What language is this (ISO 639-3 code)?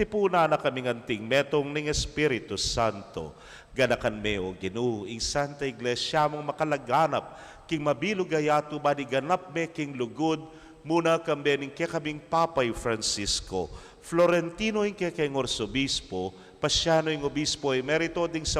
pam